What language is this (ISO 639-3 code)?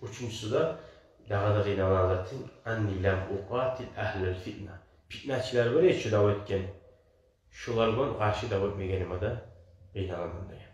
kum